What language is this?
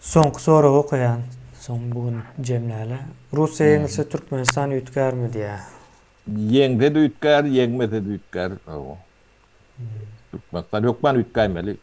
Turkmen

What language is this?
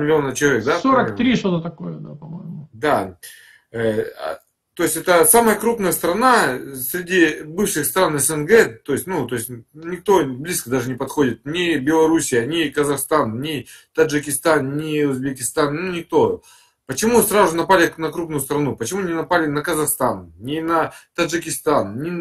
Russian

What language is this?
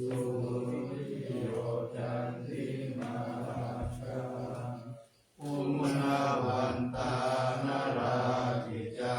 Pali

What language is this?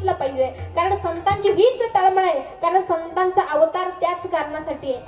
Marathi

